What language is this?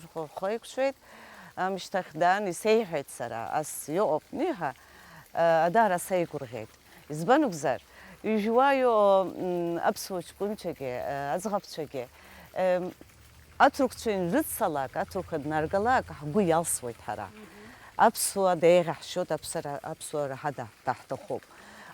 Abkhazian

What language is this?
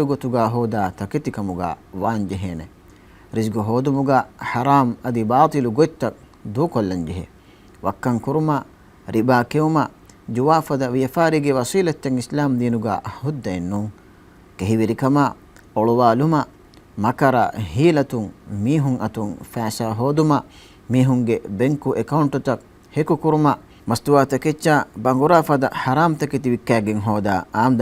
Divehi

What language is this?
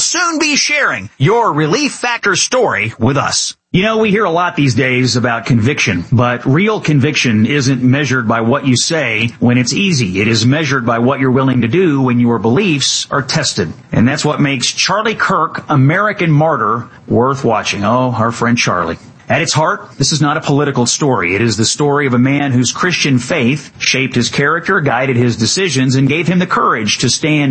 English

